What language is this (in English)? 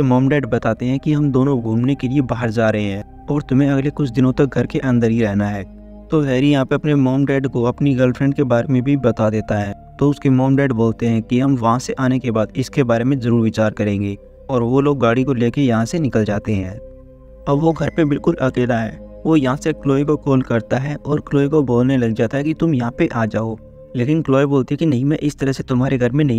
Hindi